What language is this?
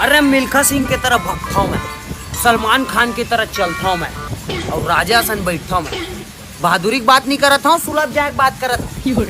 Chhattisgarhi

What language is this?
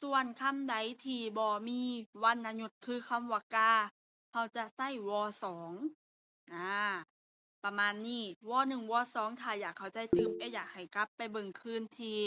Lao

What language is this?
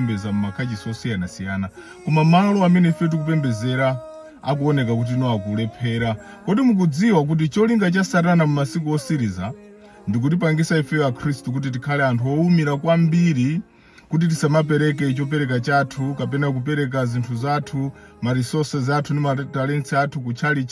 Nyanja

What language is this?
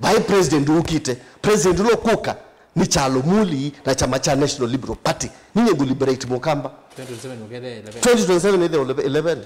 Kamba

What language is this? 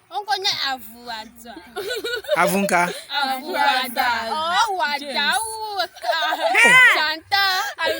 Ewe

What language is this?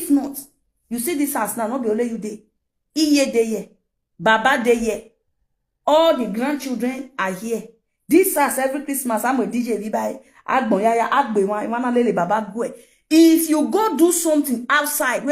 Nigerian Pidgin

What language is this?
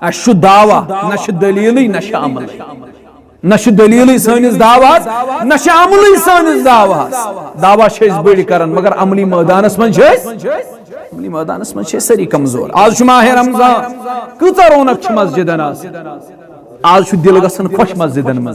Kashmiri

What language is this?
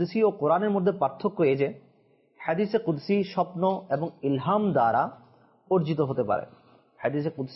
Bangla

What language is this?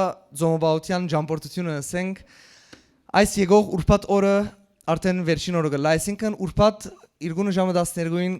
Western Armenian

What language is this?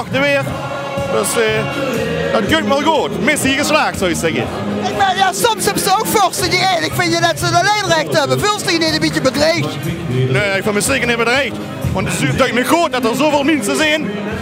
Limburgish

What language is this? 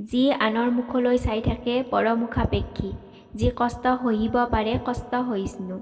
Assamese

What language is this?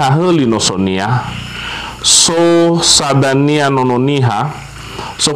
Nias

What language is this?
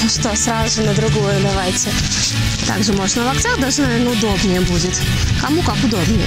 Russian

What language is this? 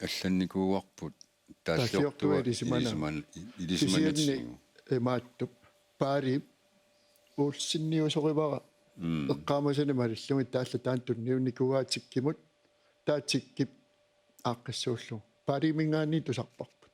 Kalaallisut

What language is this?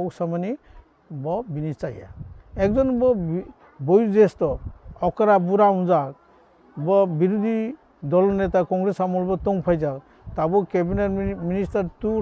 Kok Borok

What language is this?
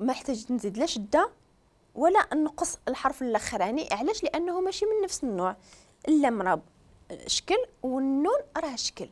Moroccan Arabic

